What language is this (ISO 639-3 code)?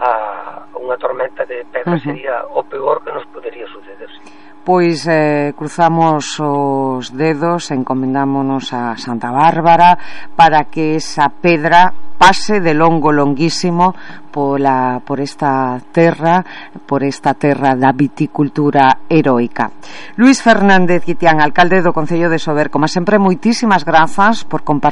glg